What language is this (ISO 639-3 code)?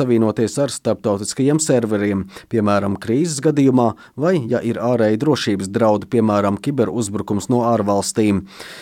lav